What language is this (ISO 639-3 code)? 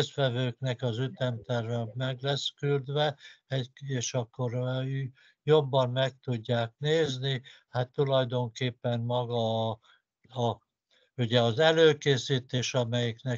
hun